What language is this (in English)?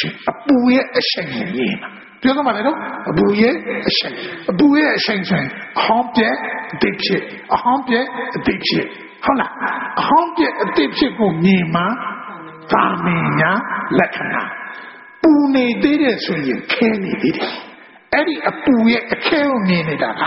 Burmese